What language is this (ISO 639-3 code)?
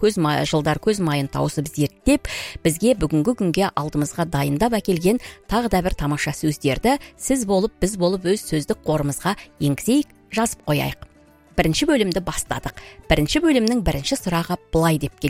kaz